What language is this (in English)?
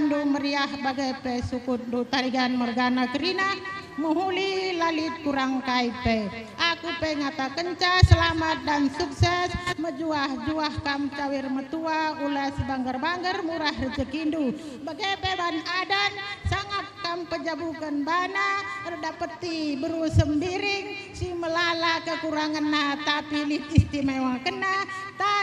Batak Karo